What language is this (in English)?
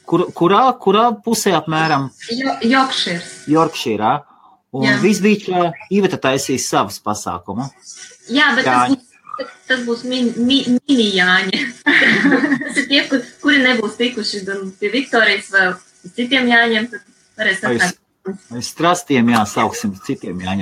Latvian